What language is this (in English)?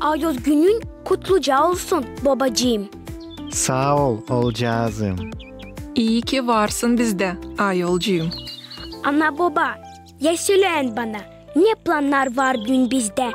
Gagauz